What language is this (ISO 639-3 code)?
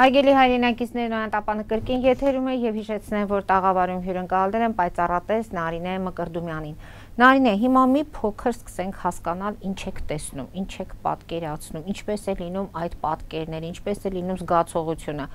hye